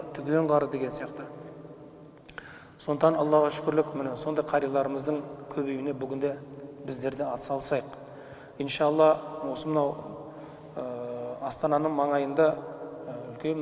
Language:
Kazakh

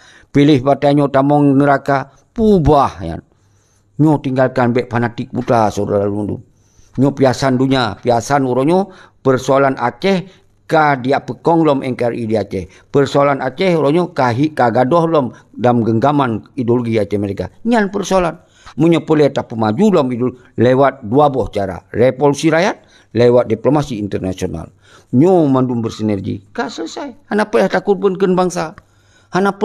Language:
Achinese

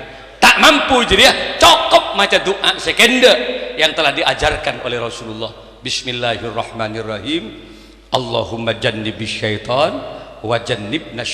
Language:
Madurese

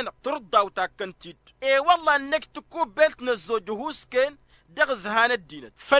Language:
Tamasheq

